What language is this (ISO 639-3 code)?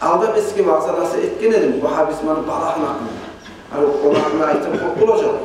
kum